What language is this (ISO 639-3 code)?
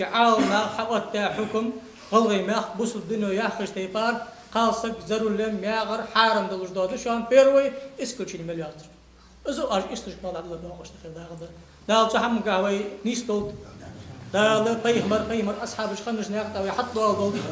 inh